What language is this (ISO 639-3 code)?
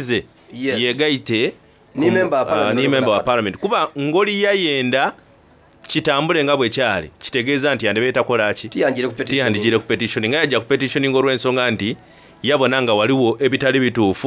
xog